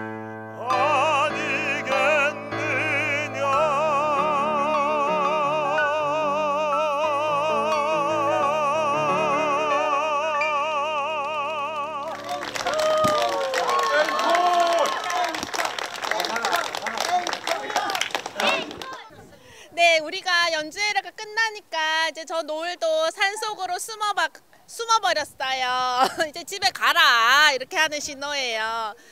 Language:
Korean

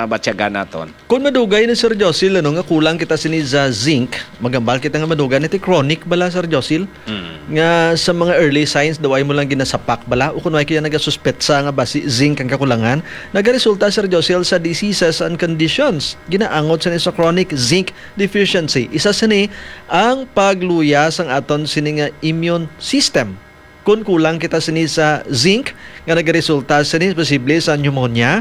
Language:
Hiligaynon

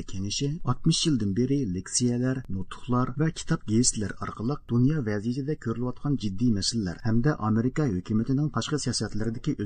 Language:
Uyghur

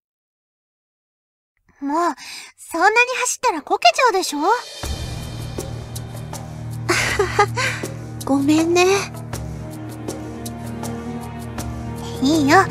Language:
Japanese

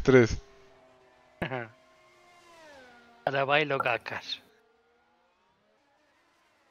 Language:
Spanish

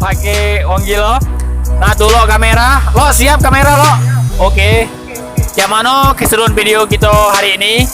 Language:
Musi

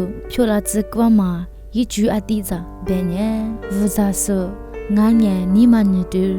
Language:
Lisu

